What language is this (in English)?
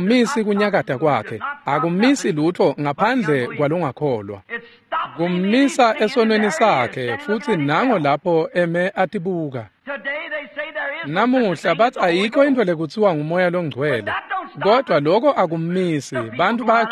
Swati